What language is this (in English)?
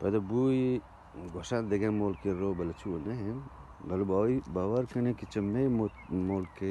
Eastern Balochi